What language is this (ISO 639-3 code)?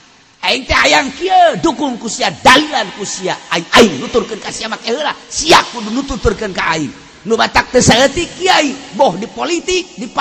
sun